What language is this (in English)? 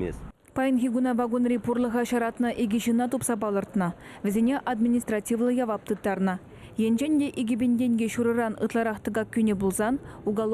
Chuvash